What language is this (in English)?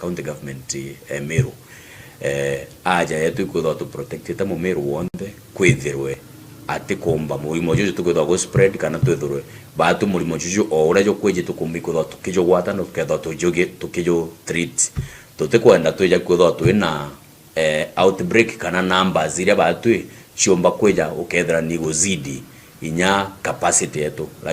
Meru